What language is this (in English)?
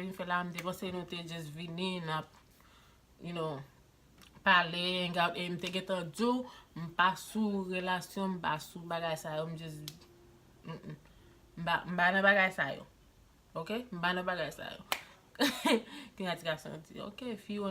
Haitian Creole